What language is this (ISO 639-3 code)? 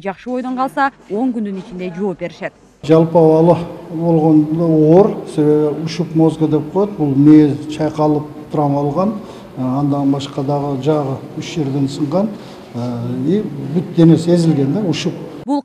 kir